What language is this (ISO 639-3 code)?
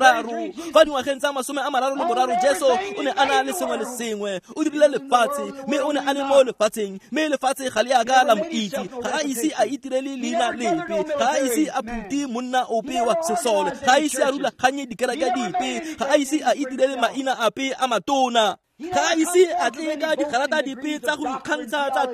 tsn